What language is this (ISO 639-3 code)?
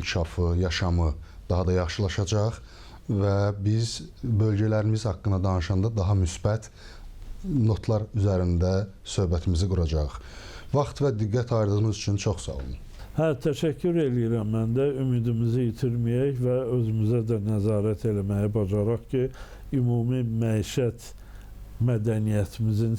aze